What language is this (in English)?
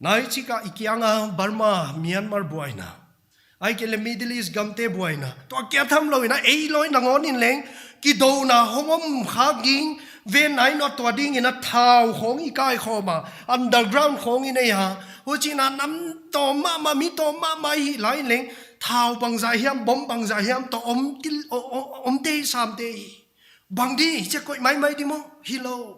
Paite Chin